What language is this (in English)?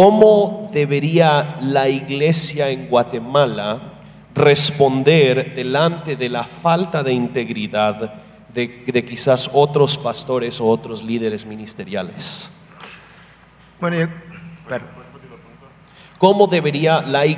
Spanish